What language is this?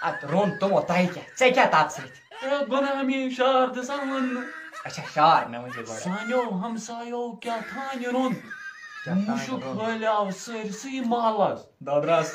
Kashmiri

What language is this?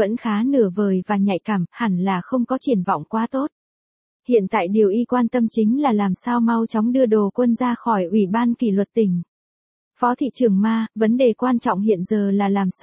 Vietnamese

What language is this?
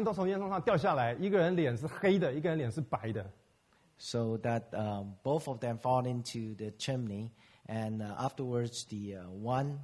Chinese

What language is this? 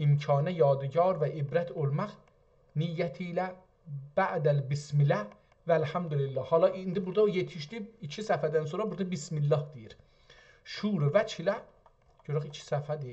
South Azerbaijani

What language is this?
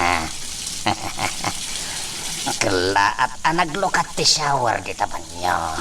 Iloko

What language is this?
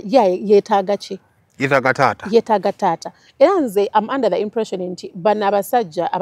Ganda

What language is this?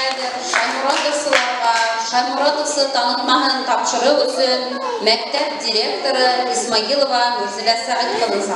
Bashkir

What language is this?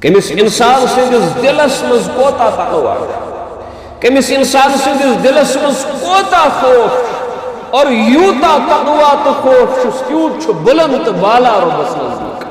Kashmiri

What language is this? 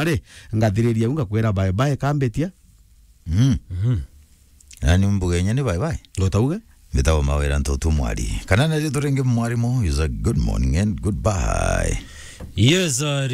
Meru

